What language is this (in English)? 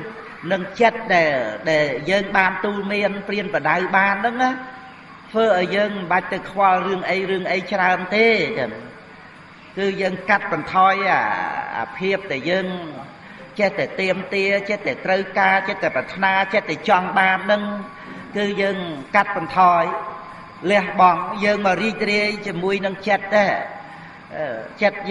Khmer